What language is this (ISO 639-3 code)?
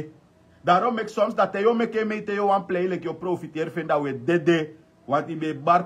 srn